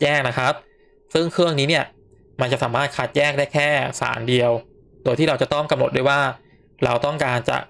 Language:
Thai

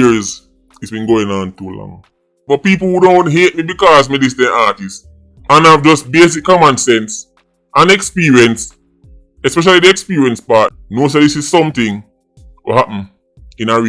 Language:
Jamaican Creole English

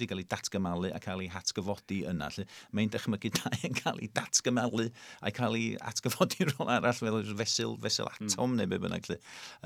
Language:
Welsh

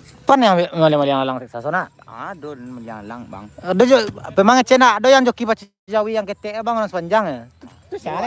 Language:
Minangkabau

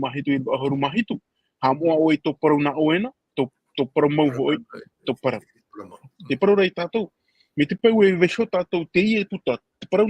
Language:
Tahitian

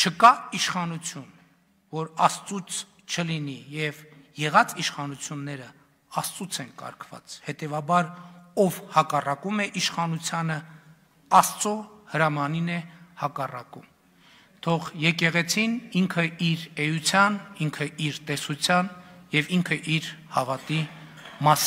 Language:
Armenian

